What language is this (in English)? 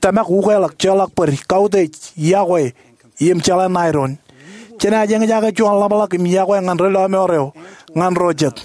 Marshallese